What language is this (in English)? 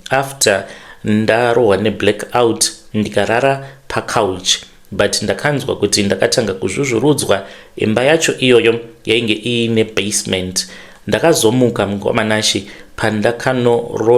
Shona